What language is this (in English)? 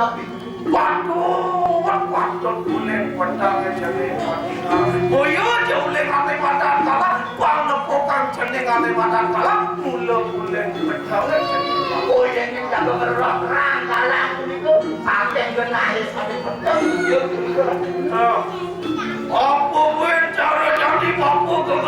Balinese